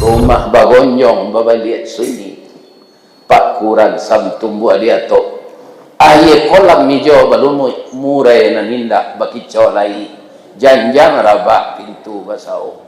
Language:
Minangkabau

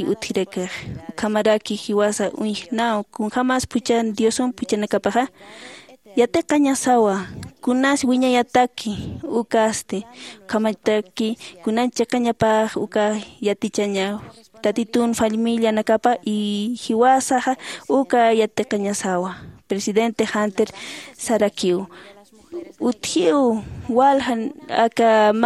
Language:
Aymara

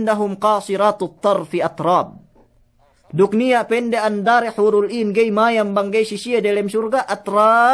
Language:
Yakan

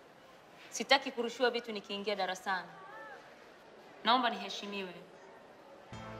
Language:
Swahili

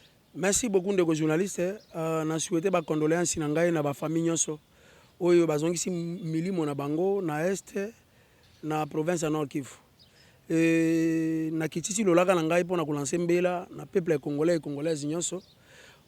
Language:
Lingala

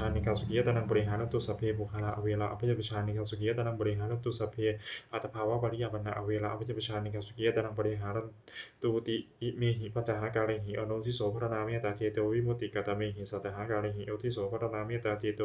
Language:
Pali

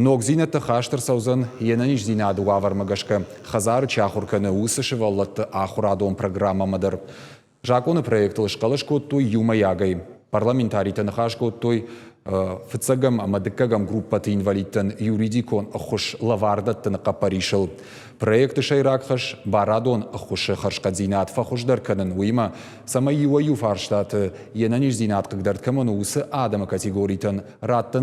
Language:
Ossetic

